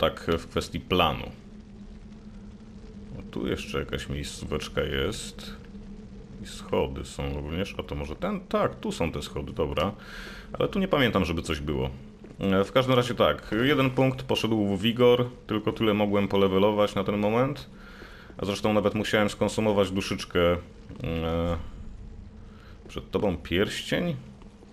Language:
Polish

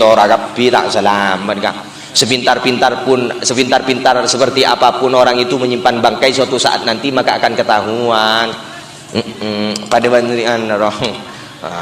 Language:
Madurese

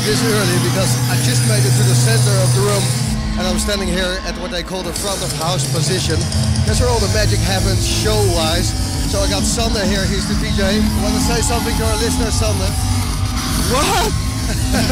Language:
English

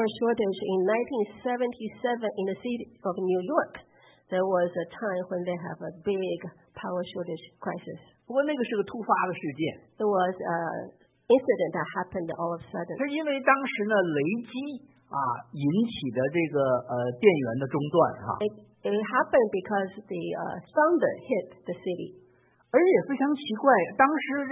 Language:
Chinese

